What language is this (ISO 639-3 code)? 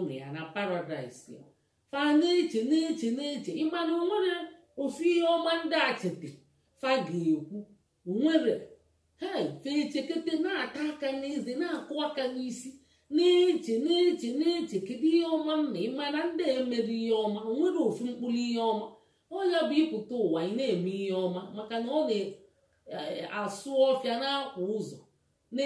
ibo